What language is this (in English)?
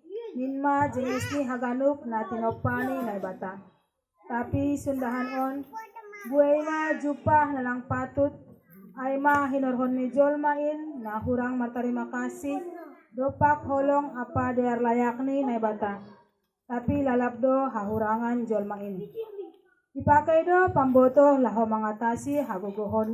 Batak Simalungun